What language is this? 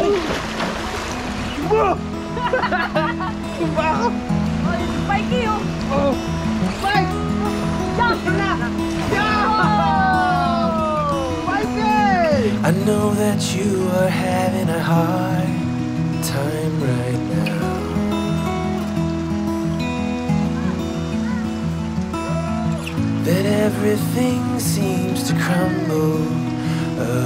Filipino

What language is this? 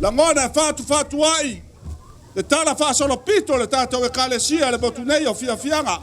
Samoan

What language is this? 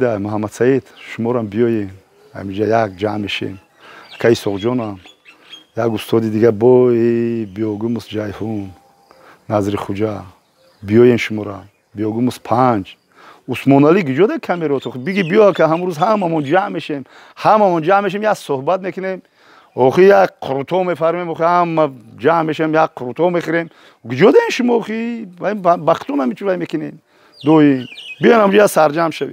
Tajik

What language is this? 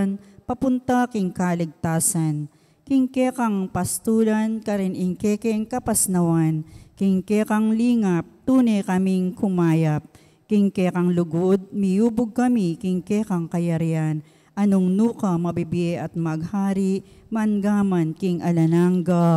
Pampanga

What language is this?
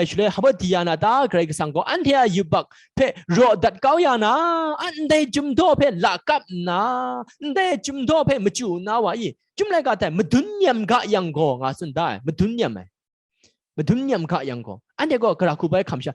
Kachin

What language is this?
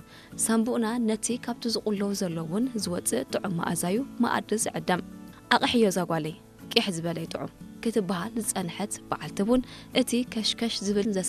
Tigrinya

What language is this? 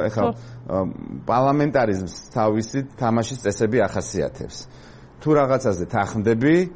Georgian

